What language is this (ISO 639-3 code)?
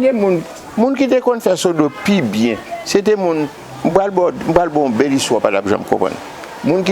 hat